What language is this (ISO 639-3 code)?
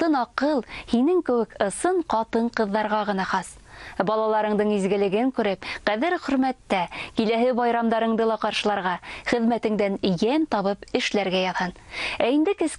bak